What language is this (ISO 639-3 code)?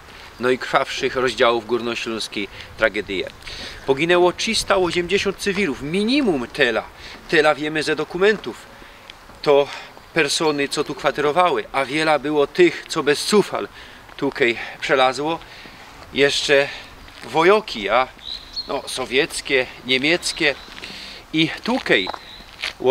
szl